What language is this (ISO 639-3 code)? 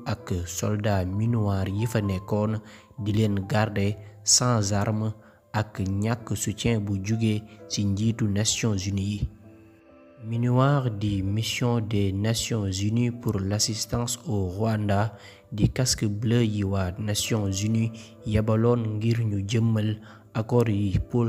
wol